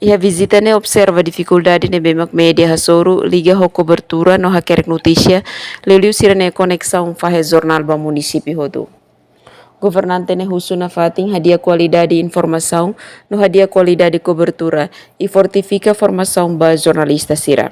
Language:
Tetum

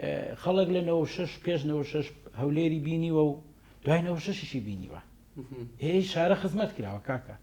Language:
Central Kurdish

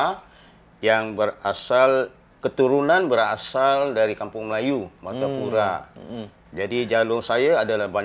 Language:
Banjar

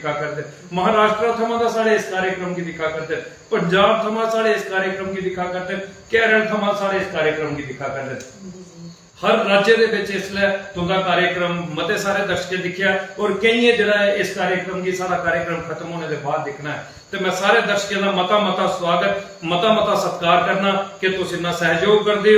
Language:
Dogri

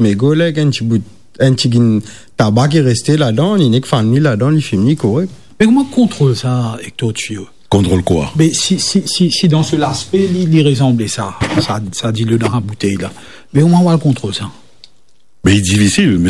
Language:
Morisyen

